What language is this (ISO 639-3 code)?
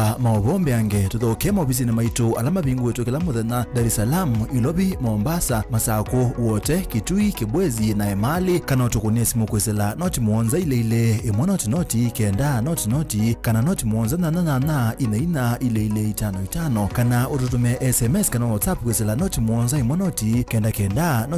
kam